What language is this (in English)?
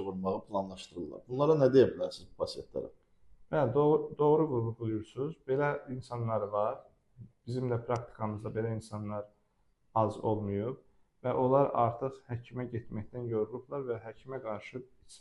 Azerbaijani